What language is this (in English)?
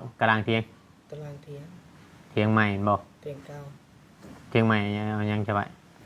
Northeastern Thai